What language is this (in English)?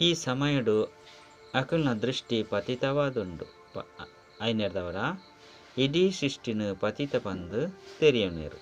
Tulu